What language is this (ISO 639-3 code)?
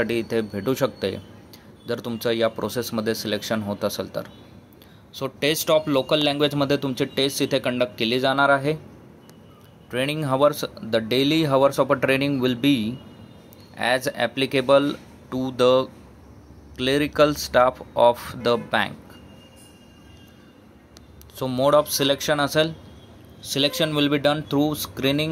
mar